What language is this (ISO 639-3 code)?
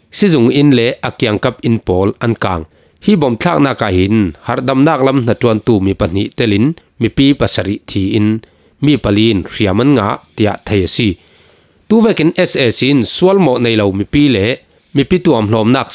cfm